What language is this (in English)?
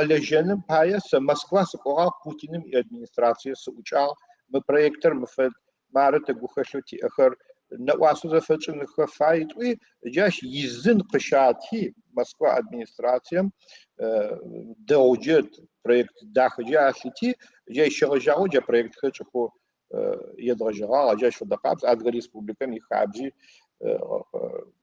Adyghe